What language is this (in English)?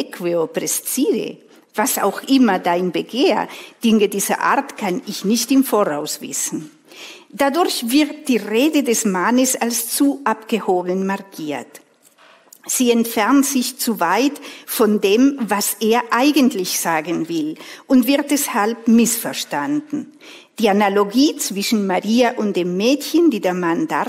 German